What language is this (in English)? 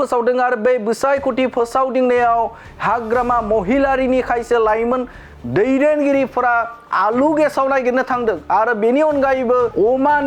Bodo